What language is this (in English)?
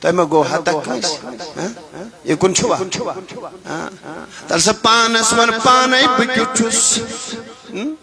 Kashmiri